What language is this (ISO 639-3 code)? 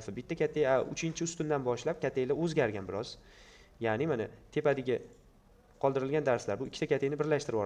uzb